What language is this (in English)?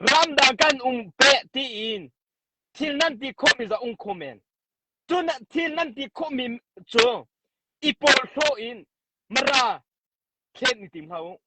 Hakha Chin